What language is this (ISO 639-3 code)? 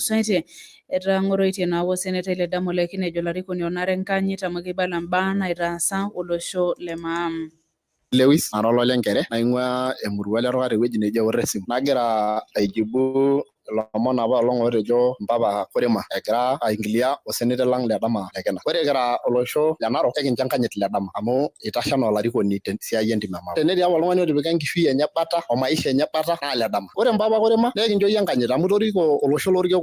mas